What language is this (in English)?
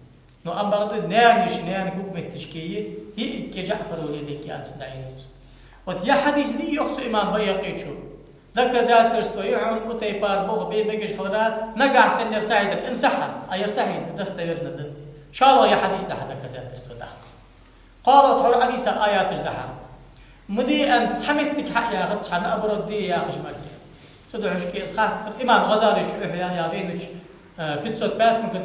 Ingush